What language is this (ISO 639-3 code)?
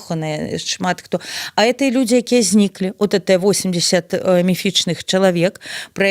bel